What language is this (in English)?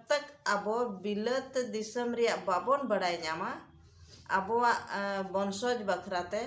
Santali